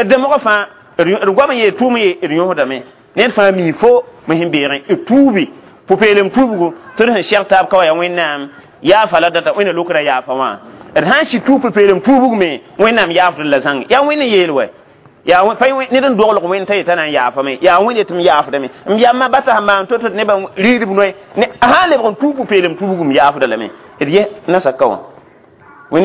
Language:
Mossi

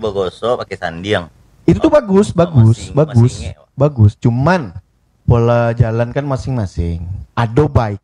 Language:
Minangkabau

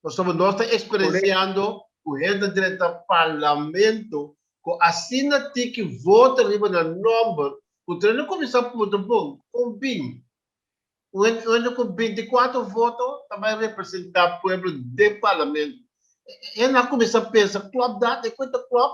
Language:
Papiamento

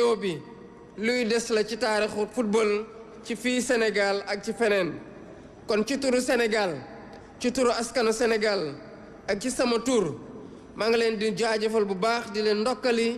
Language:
Wolof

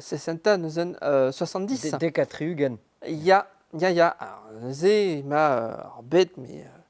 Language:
Breton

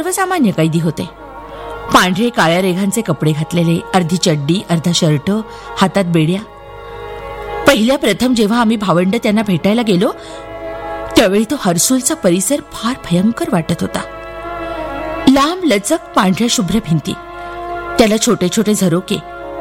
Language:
Marathi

